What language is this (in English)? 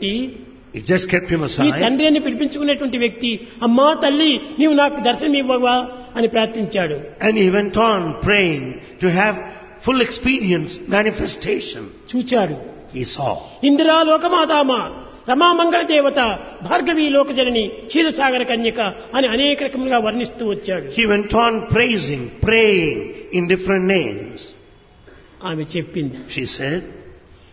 Telugu